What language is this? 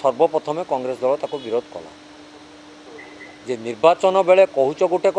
Odia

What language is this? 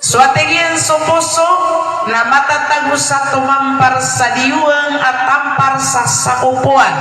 Maranao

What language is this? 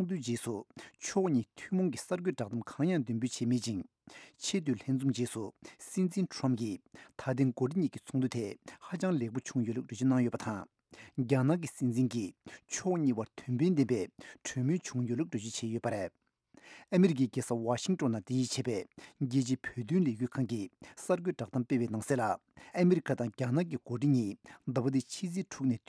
Tibetan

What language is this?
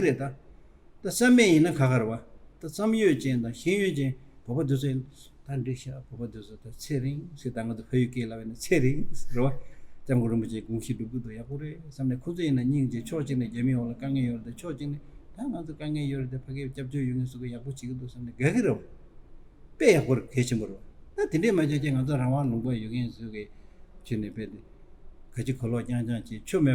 Tibetan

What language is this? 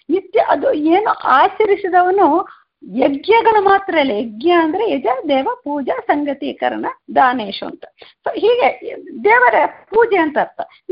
Kannada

